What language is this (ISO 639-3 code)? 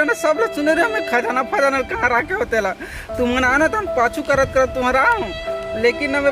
hne